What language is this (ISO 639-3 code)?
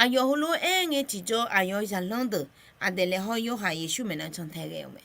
ahk